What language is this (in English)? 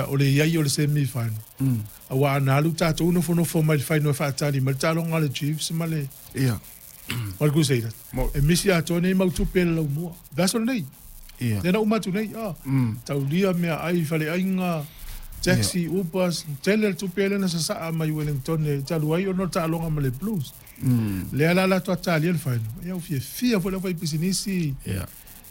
Samoan